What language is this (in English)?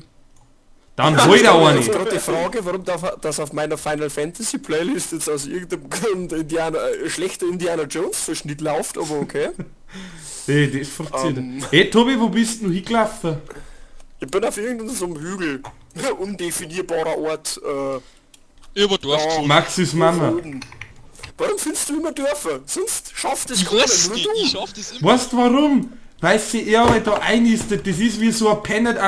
Bavarian